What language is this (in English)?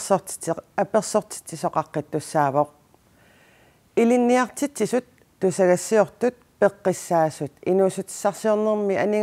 Kalaallisut